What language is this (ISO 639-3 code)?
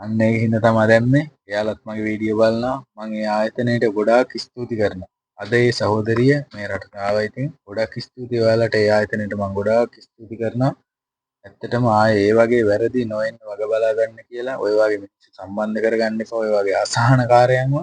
sin